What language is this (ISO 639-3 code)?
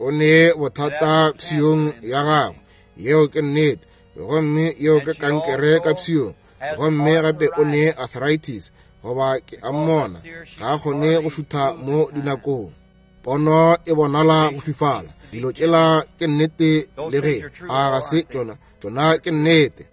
nso